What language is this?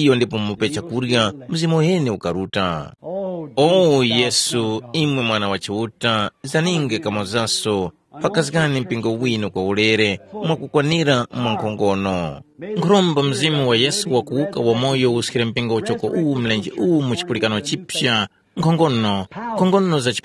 Tumbuka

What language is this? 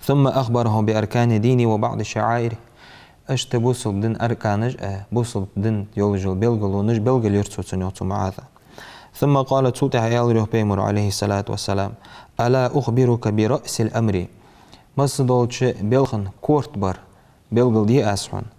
Ingush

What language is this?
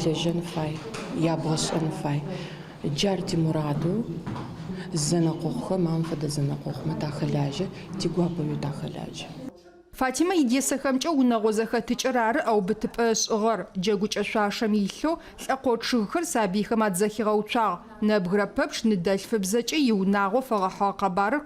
Adyghe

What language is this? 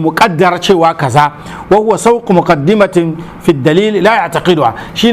Hausa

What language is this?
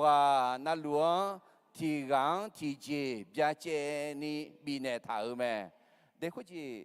Akha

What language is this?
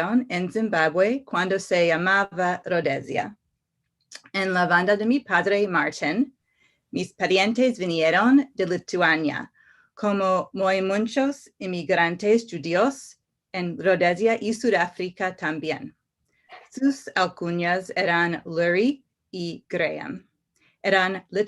Ladino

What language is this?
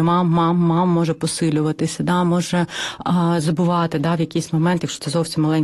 Ukrainian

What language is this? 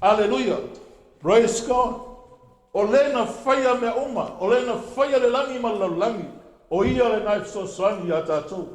Samoan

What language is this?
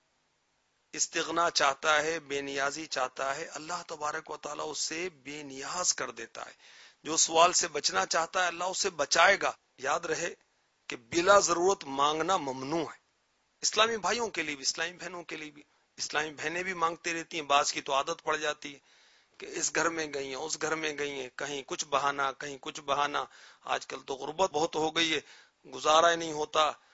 Urdu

